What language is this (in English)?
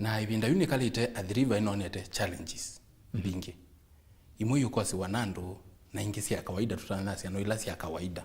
Kamba